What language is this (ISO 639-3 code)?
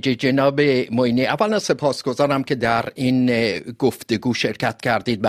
fas